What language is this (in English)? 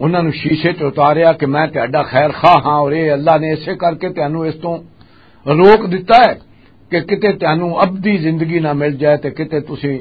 Western Panjabi